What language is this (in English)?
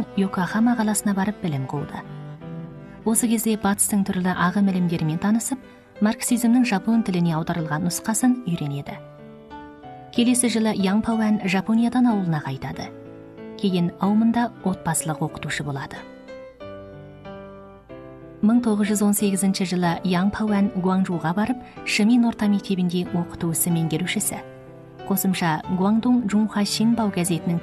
Kazakh